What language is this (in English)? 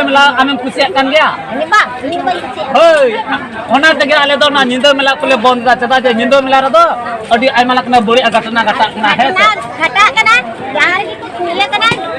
Santali